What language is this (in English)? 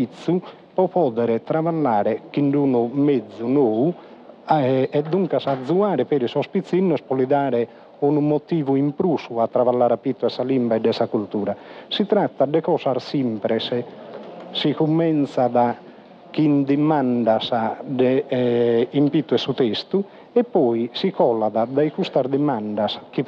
Sardinian